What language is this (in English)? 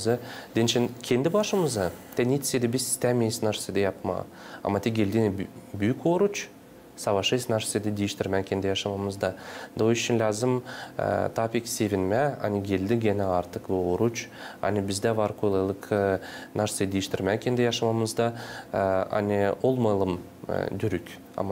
Gagauz